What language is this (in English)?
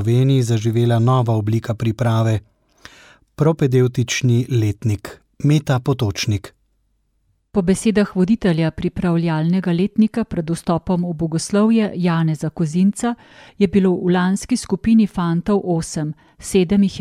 Slovenian